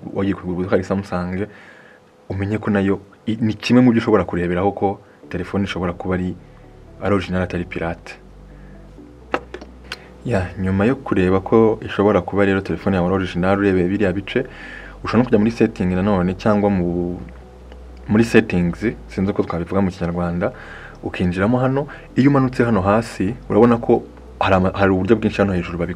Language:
Kinyarwanda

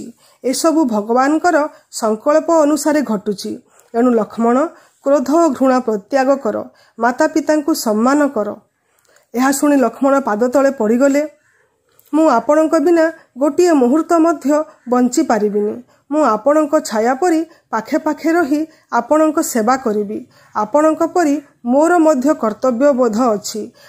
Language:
Odia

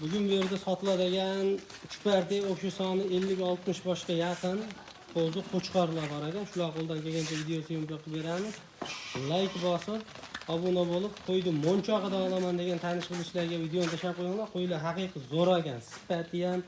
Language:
Uzbek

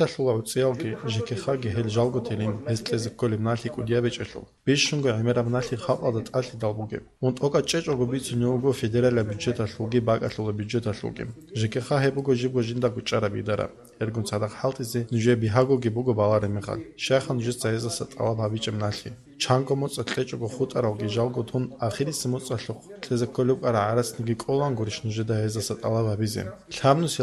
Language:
Avaric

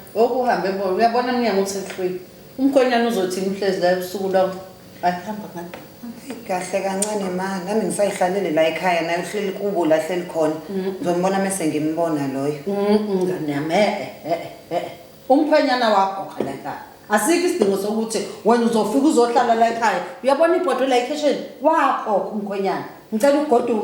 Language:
Zulu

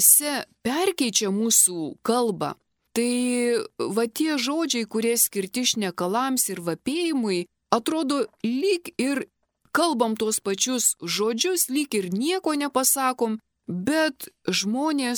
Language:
Lithuanian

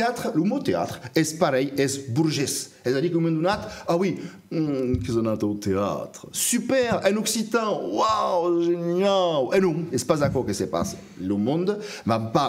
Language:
Occitan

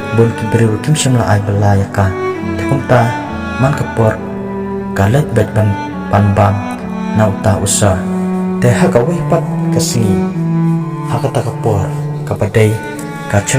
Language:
Khasi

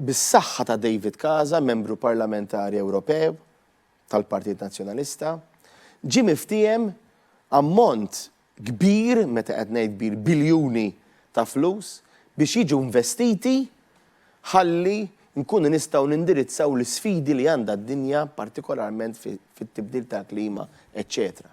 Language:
Maltese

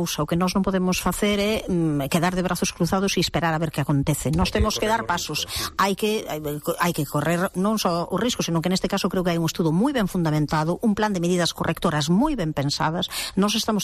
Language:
Galician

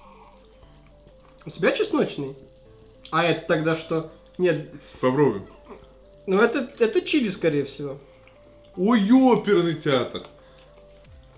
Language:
Russian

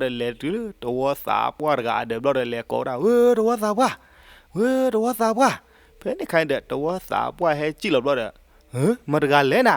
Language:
S'gaw Karen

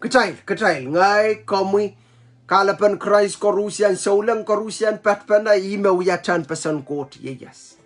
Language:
Pohnpeian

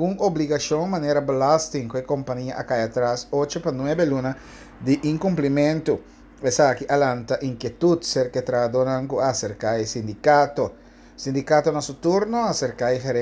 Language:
Papiamento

